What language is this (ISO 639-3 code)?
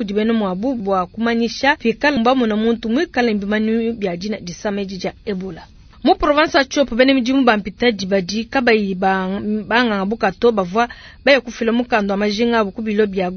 lua